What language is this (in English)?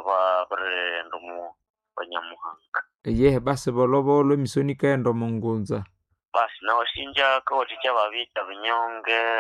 Nande